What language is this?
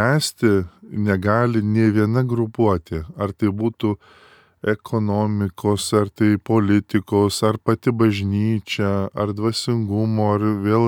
Lithuanian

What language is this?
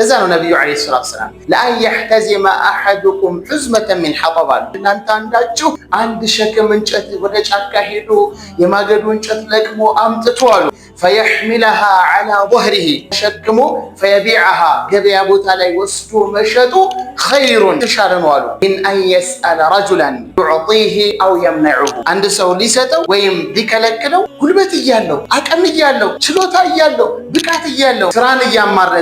Amharic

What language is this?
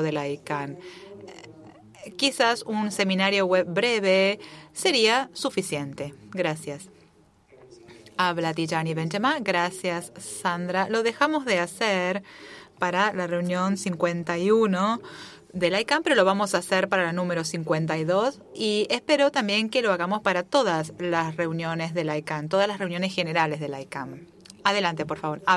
Spanish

